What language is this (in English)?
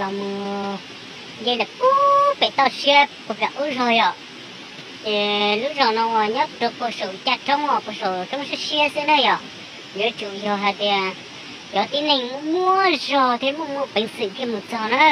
Hmong